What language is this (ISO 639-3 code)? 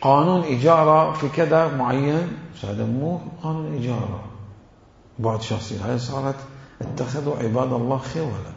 acm